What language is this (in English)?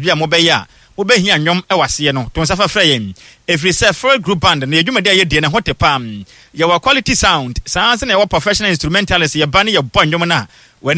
Akan